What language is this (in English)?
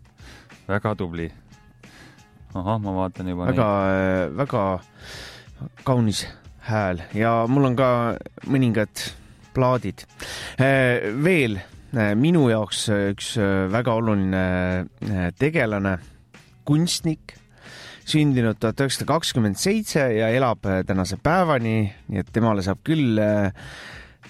Estonian